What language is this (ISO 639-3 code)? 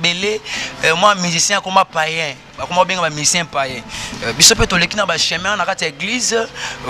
lin